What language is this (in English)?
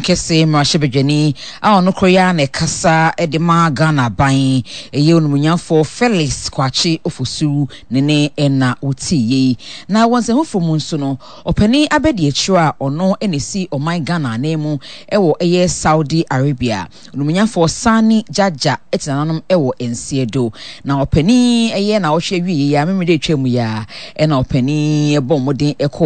Akan